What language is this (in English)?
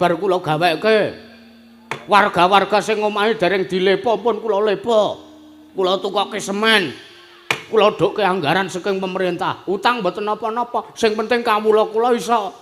Javanese